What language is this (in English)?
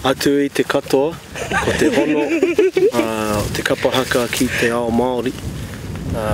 Māori